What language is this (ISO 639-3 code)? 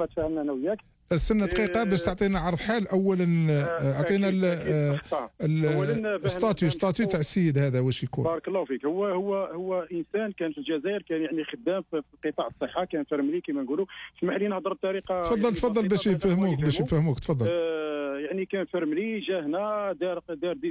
arq